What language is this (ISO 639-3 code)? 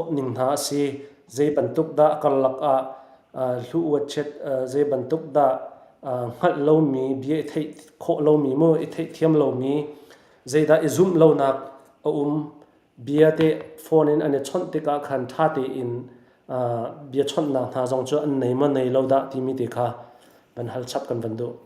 cnh